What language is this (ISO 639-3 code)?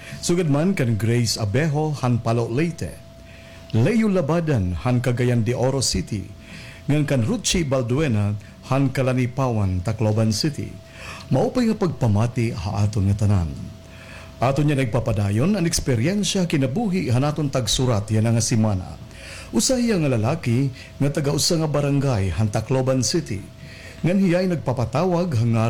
war